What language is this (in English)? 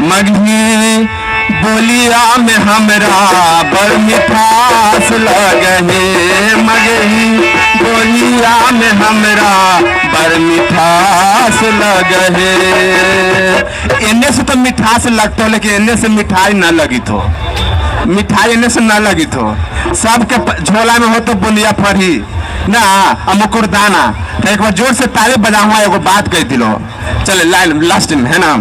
Magahi